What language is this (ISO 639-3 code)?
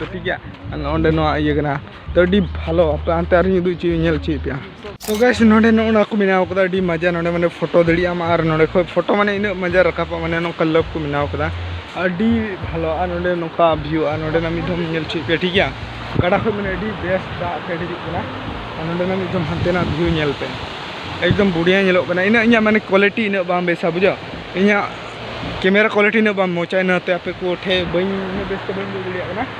sat